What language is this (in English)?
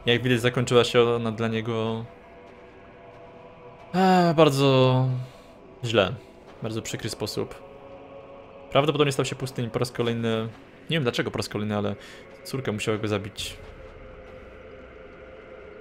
Polish